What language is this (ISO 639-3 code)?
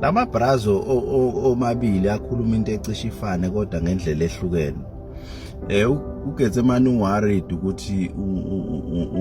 zul